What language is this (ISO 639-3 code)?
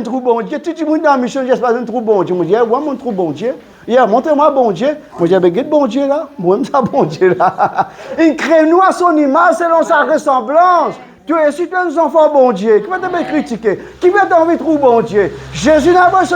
mfe